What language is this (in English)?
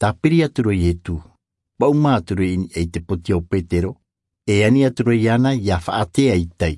Tahitian